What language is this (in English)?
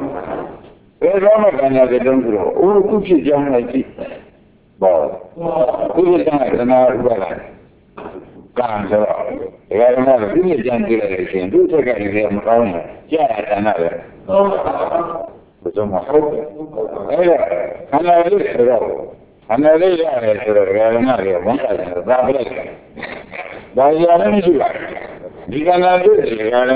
Burmese